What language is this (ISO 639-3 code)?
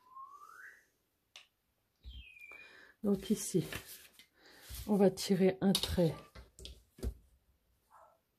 fra